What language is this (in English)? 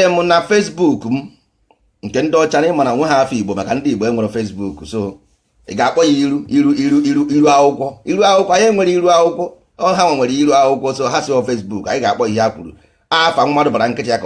Igbo